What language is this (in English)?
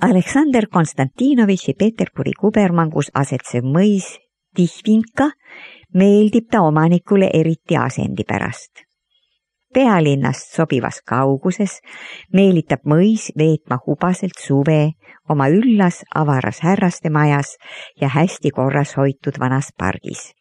Estonian